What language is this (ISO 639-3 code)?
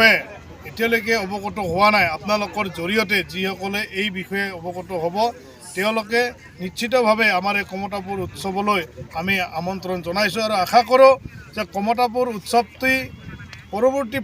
asm